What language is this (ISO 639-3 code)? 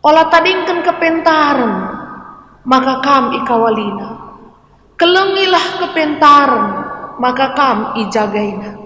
btx